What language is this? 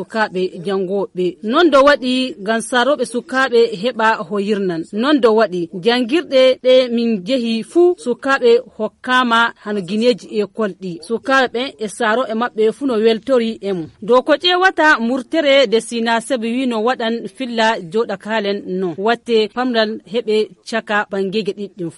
Fula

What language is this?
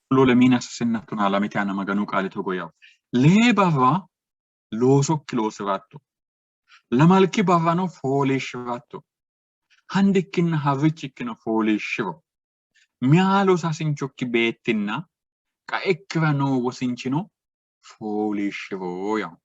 Sidamo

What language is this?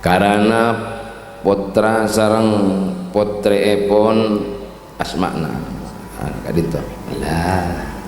Madurese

